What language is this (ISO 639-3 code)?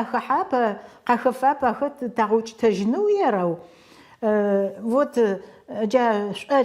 ady